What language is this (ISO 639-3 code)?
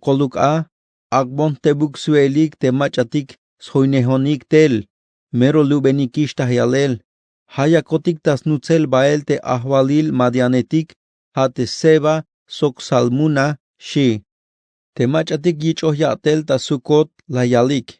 tzh